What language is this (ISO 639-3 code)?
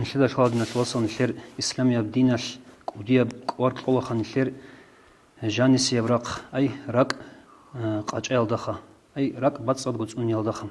ava